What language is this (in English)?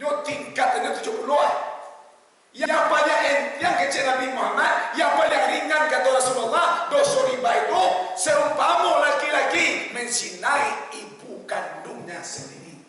Minangkabau